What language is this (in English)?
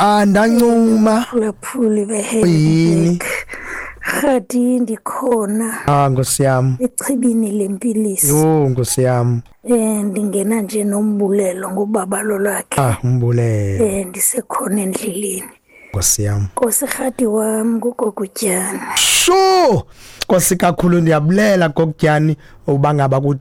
Xhosa